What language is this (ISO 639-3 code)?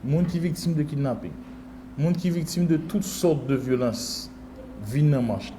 hat